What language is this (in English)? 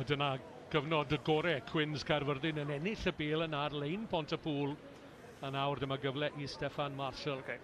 Welsh